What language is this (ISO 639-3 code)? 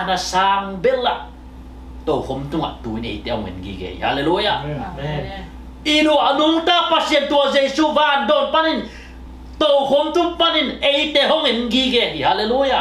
ctd